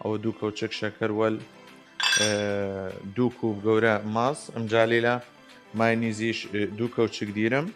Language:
Southern Kurdish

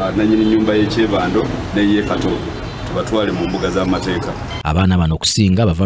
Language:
Ganda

